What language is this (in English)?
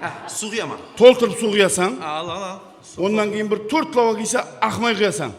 Kara-Kalpak